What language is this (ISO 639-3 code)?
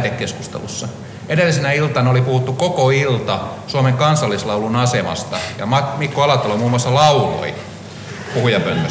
fin